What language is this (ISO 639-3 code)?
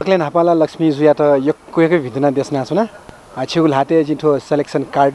new